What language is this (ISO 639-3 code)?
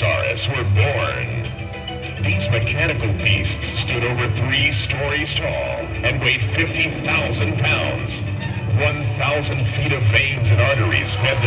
eng